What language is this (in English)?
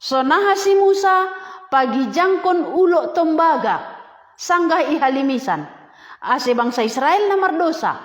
Batak Simalungun